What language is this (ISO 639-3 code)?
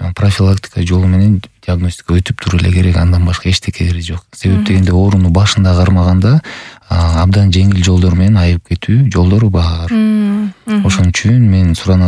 kir